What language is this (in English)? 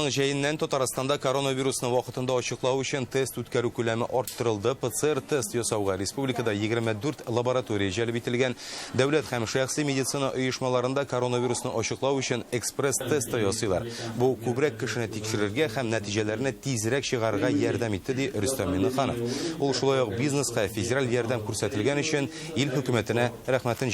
Tatar